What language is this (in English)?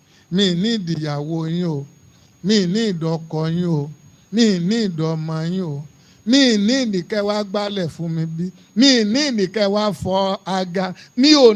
Yoruba